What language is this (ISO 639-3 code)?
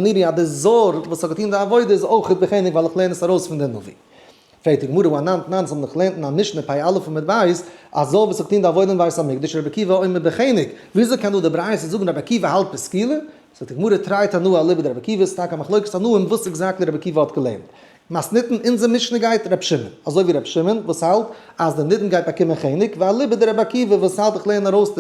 yid